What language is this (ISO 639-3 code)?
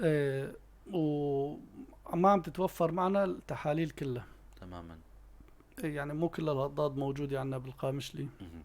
apc